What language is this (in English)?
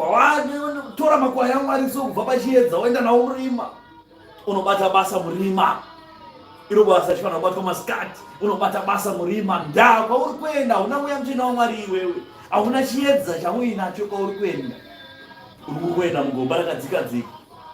Shona